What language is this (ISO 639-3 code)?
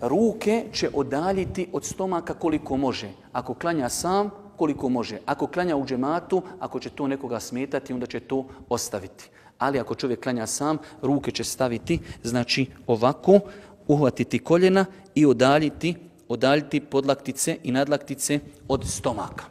bos